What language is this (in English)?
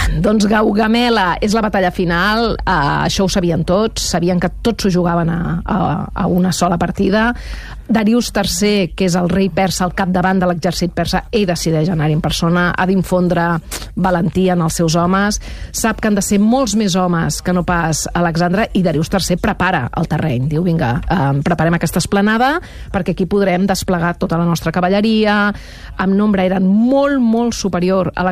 Catalan